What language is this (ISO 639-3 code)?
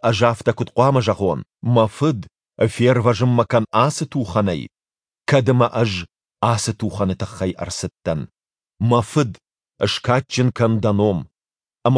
oss